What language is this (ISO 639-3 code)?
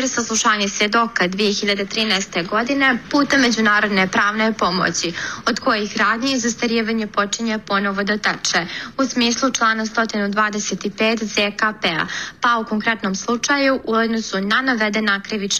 bos